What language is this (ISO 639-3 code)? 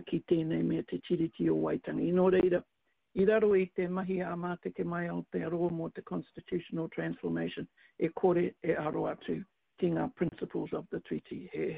mri